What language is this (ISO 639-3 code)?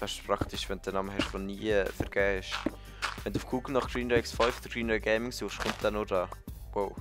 gsw